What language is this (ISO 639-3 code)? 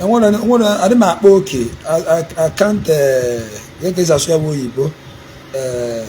ibo